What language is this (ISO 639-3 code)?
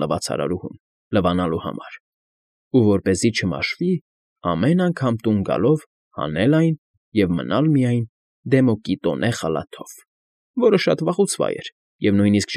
hye